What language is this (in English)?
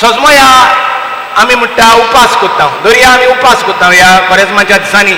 Konkani